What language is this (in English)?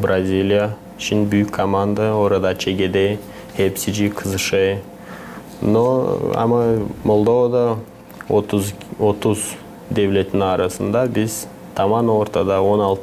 Gagauz